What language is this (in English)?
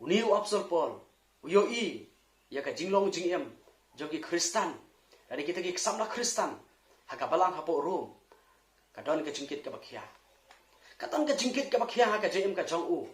Khasi